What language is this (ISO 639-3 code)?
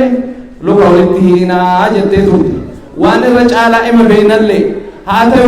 orm